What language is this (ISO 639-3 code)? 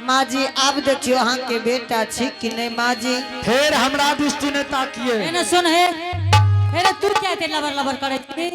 anp